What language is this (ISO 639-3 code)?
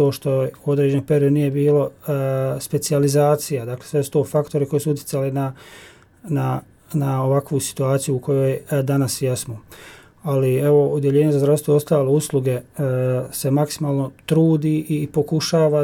bos